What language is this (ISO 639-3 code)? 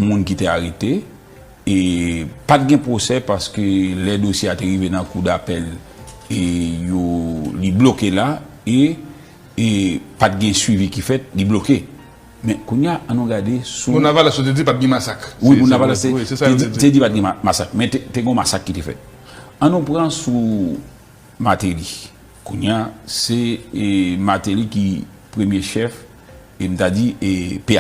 hat